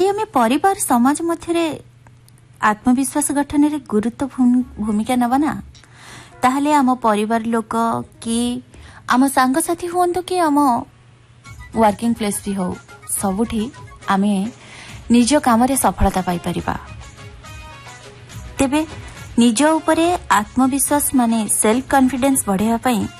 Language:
Odia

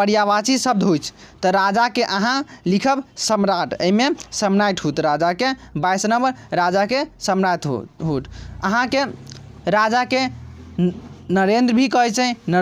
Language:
Maithili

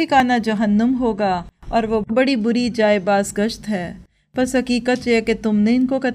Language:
Urdu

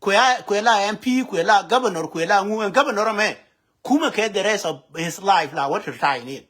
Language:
Nuer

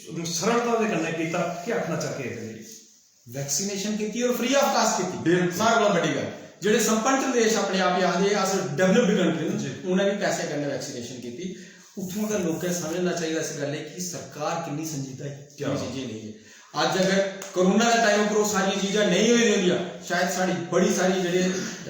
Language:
Dogri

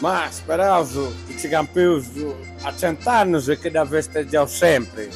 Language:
Sardinian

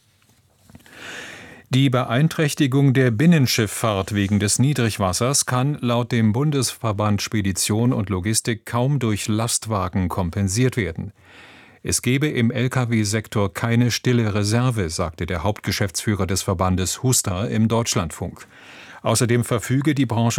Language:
German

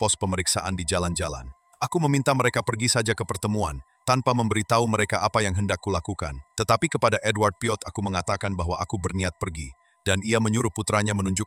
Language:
Indonesian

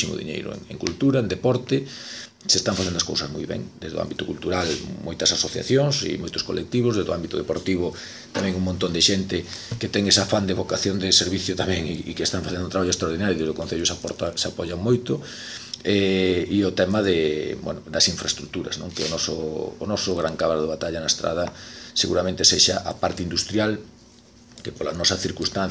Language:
Galician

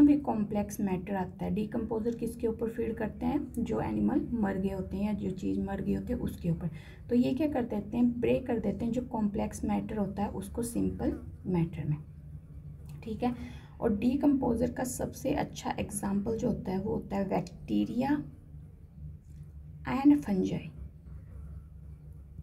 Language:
Hindi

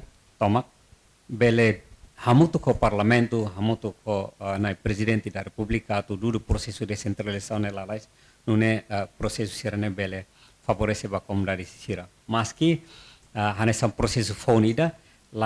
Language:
Tetum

